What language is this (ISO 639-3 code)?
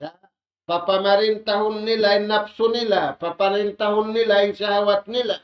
tsg